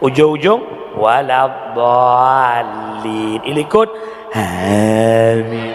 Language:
Achinese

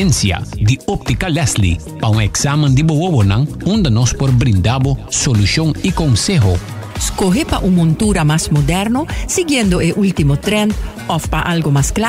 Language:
Papiamento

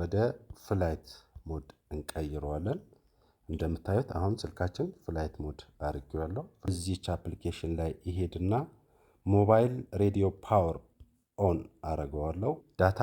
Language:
Amharic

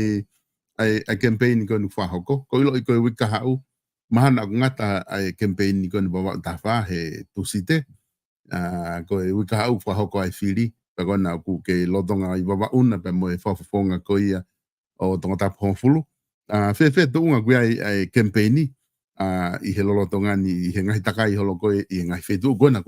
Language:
Tongan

